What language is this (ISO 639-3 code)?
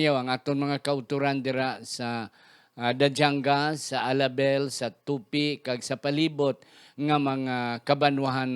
hil